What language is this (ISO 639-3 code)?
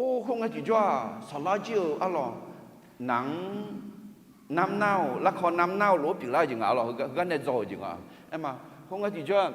ahk